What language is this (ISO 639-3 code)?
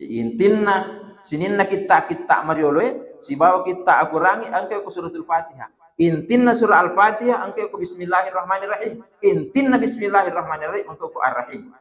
bug